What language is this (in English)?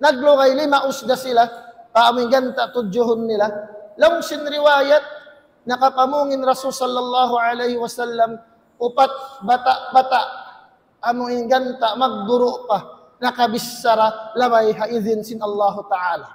Tausug